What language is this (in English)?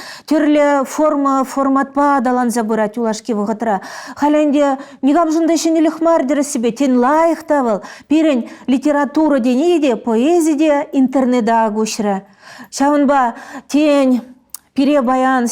Chuvash